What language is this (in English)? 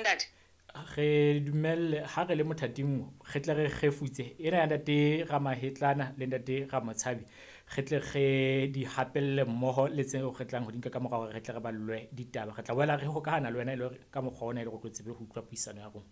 Southern Sotho